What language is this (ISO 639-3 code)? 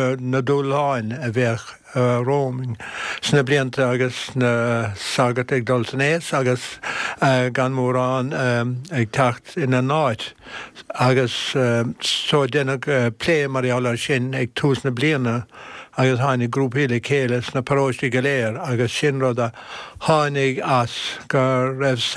gle